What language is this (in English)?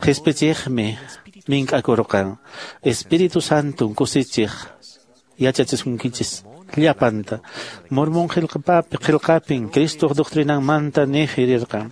Quechua